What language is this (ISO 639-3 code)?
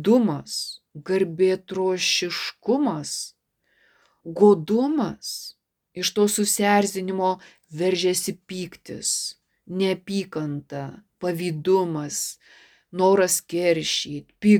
lit